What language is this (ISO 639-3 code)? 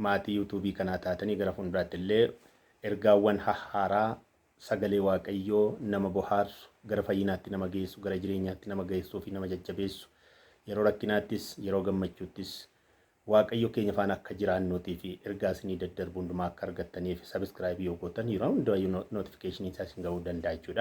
orm